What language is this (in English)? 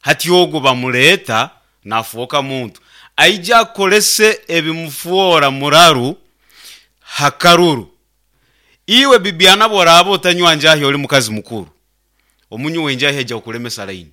Nyoro